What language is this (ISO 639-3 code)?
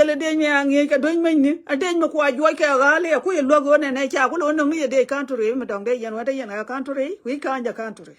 nus